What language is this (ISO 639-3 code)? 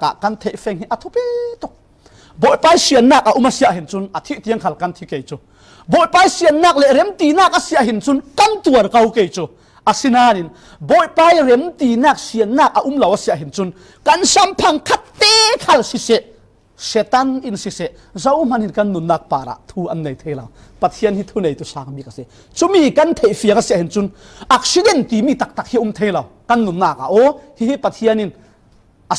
cfm